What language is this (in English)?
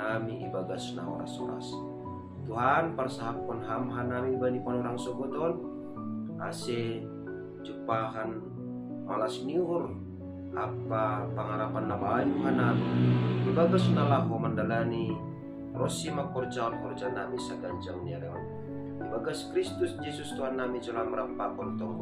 Batak Simalungun